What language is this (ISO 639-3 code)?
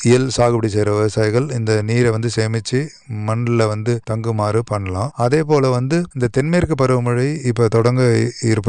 tam